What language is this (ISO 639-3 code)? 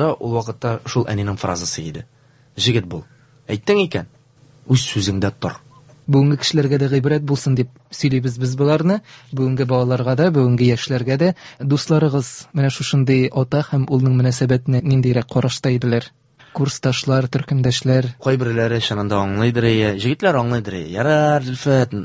tat